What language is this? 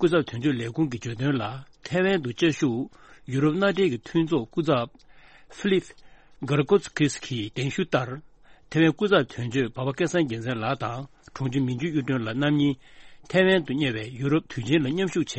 Tibetan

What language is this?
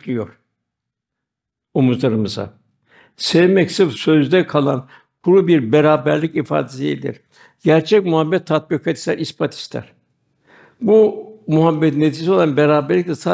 Turkish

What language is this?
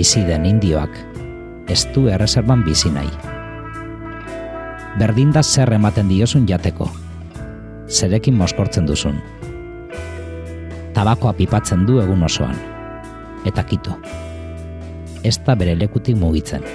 Basque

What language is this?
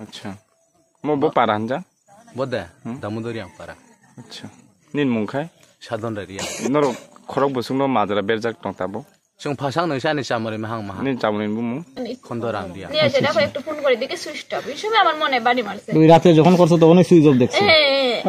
Kok Borok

